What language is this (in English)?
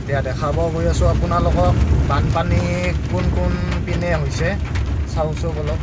Assamese